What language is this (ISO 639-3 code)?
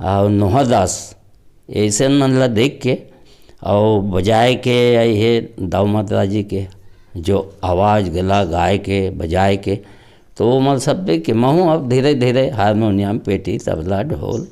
hne